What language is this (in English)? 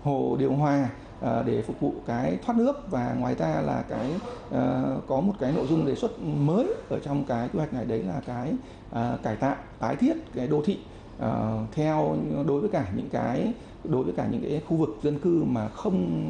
Vietnamese